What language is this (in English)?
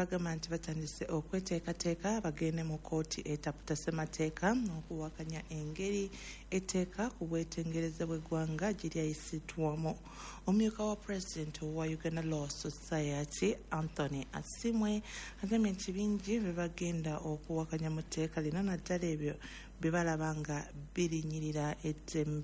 Ganda